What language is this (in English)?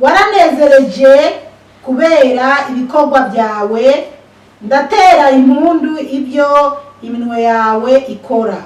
Rundi